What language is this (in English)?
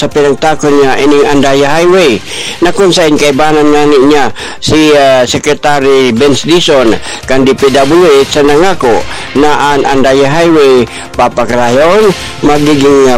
Bikol